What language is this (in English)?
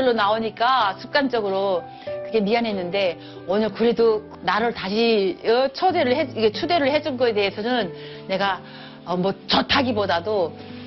Korean